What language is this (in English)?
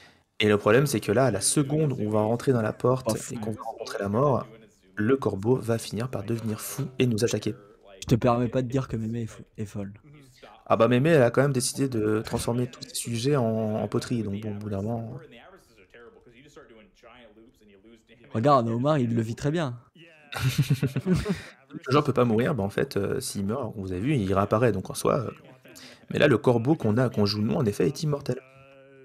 French